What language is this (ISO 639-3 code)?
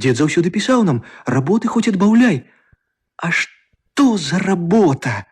bel